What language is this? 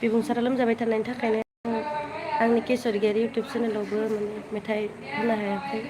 Bodo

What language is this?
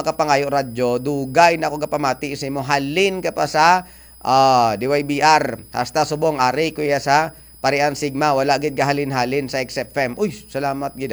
Hiligaynon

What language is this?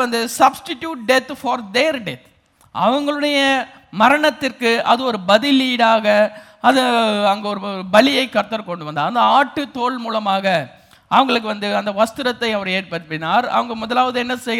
Tamil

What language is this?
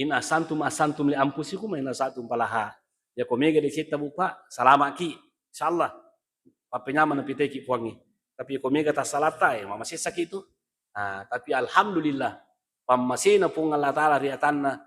Buginese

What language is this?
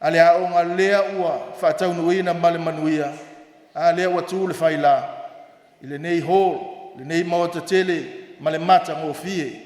Samoan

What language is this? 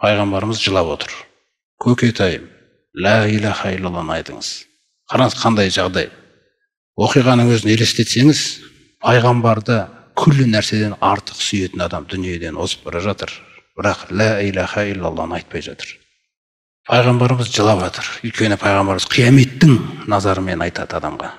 Kazakh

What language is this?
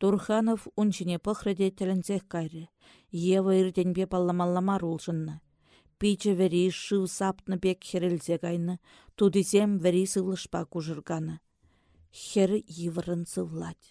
Chuvash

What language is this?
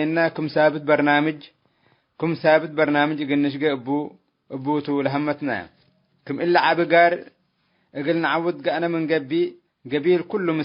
Tigre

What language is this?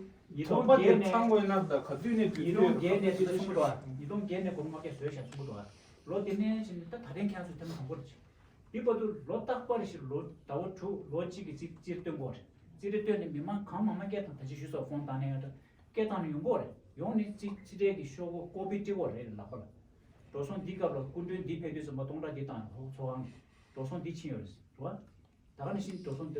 Tibetan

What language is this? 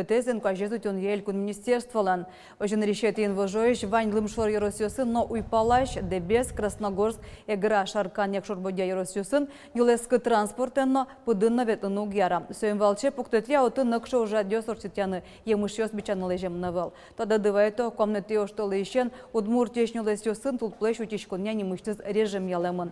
Udmurt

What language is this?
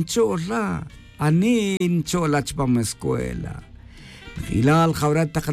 Tz'utujil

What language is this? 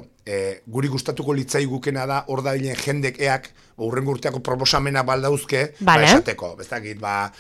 Basque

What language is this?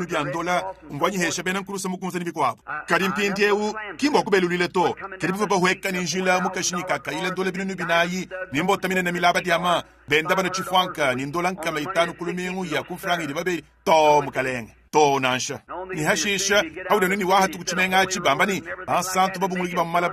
Luba-Lulua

